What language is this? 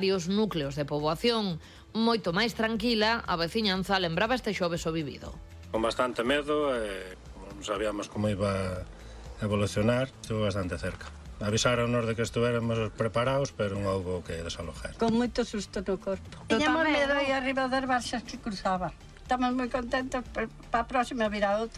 Galician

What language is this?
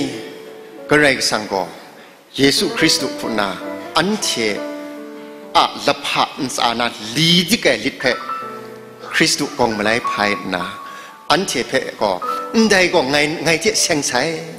Kachin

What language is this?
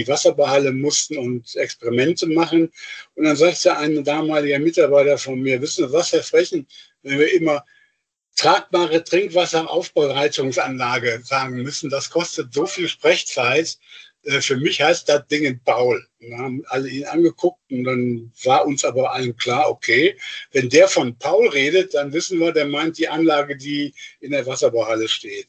German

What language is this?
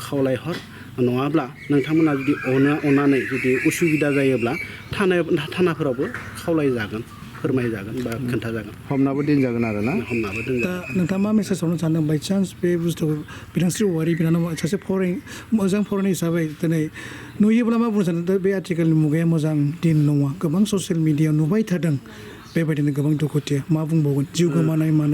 Bodo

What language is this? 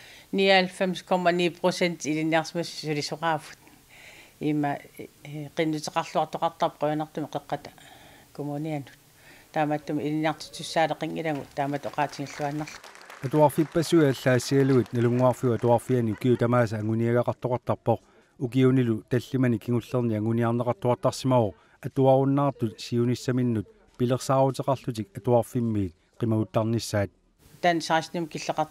Kalaallisut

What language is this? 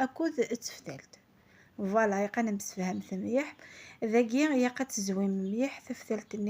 Kabyle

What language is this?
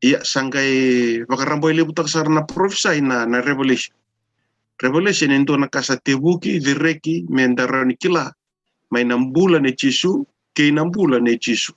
Fijian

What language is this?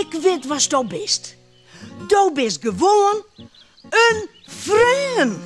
Western Frisian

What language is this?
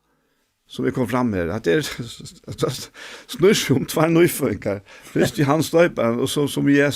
Faroese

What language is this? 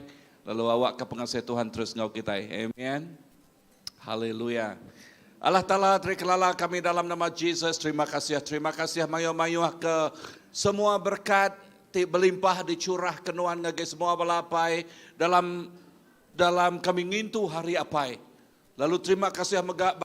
Iban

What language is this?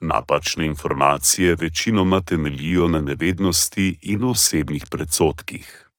Slovenian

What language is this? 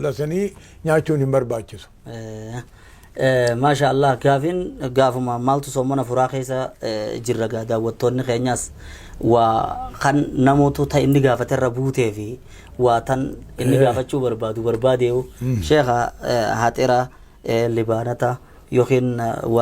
Oromo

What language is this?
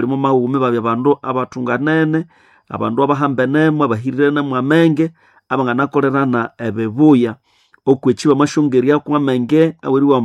Nande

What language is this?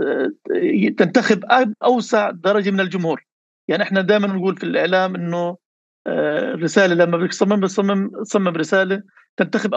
North Levantine Arabic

